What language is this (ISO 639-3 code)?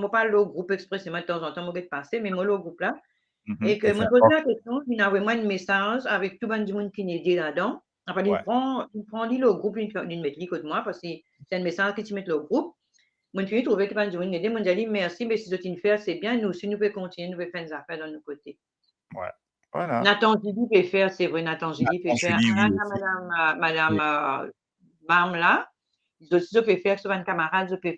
mfe